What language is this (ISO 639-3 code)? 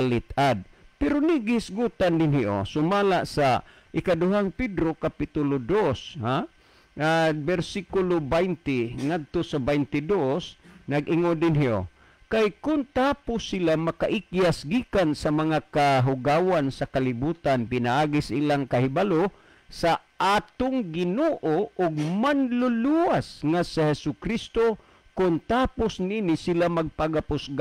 ceb